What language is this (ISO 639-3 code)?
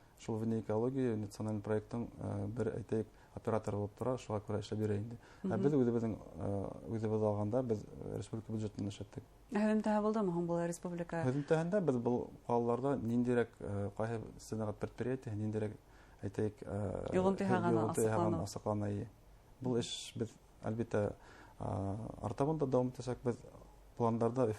bak